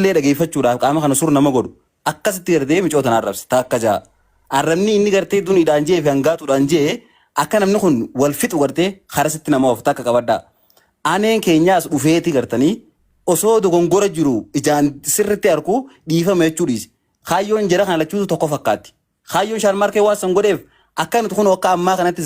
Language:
Oromo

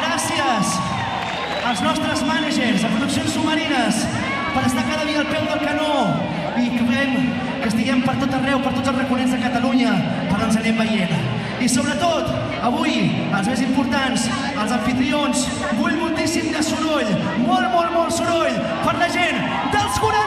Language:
Catalan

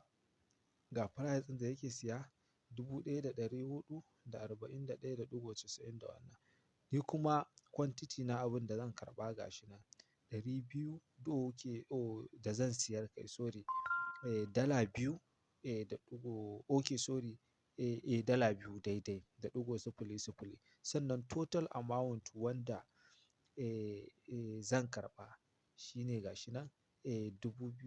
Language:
Hausa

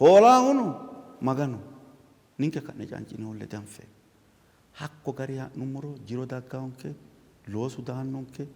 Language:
Sidamo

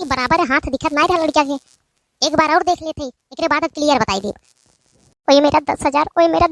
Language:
Awadhi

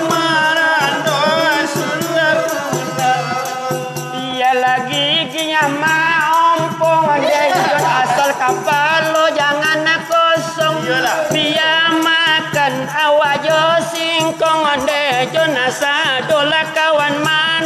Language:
Minangkabau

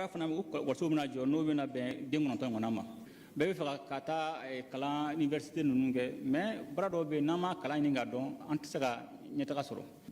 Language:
Bambara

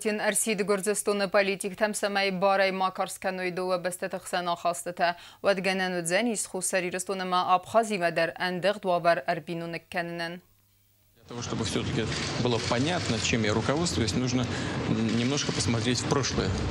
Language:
Ossetic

